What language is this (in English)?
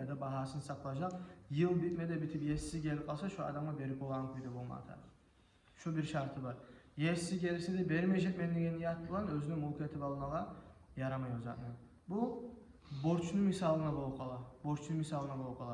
Kumyk